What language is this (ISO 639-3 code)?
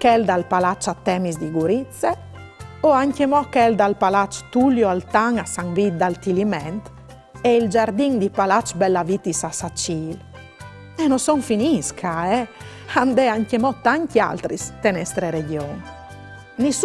fur